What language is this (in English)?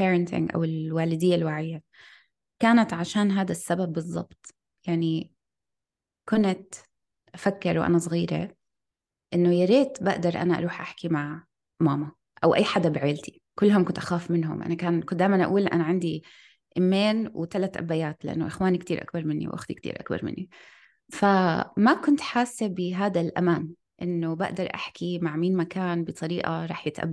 North Levantine Arabic